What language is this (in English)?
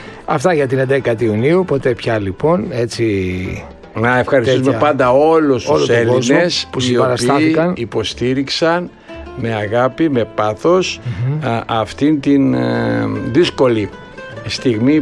Greek